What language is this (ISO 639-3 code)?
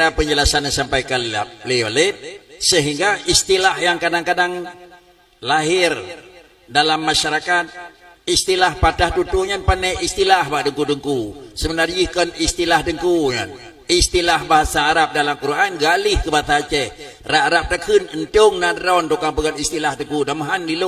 ace